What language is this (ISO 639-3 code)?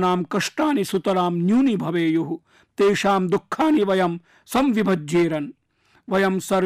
san